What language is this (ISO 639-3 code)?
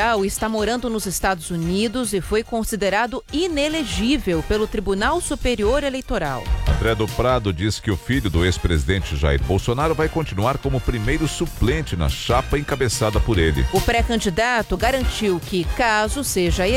por